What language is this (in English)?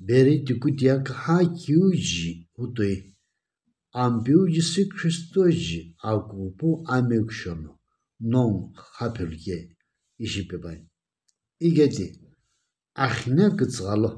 Sumi Naga